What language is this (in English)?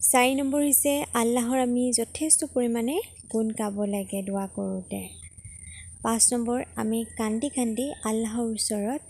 Assamese